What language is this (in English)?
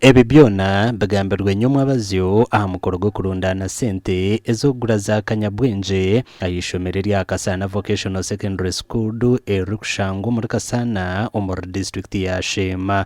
Nyankole